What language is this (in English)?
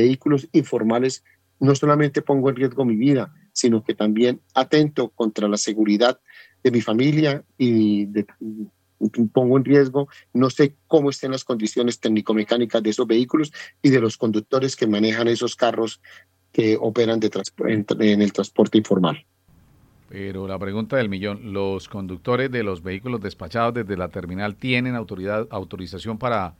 Spanish